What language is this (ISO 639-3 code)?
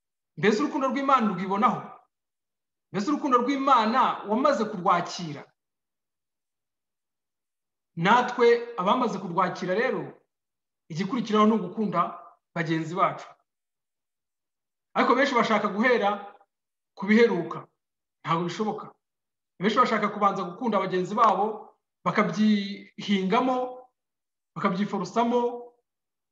kin